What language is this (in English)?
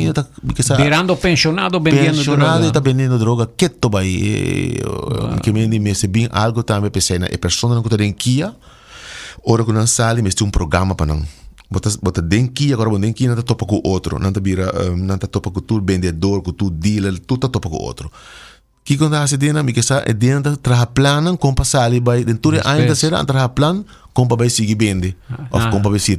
Papiamento